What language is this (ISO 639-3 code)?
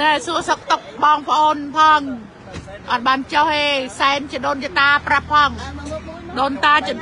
khm